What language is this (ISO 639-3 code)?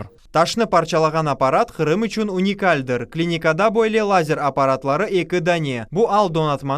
crh